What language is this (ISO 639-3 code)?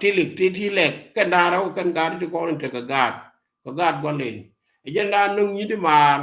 nus